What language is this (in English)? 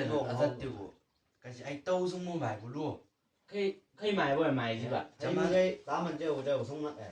Chang Naga